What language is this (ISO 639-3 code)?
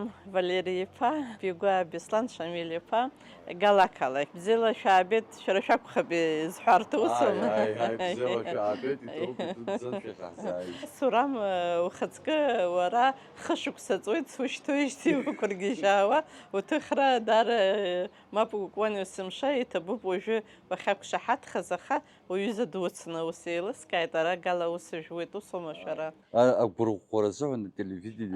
abk